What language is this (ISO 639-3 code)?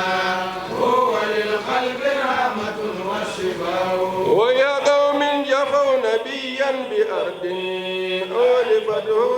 ful